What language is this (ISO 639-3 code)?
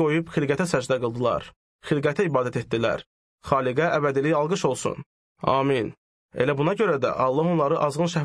aze